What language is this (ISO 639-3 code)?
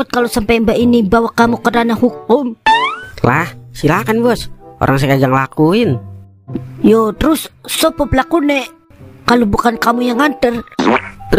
bew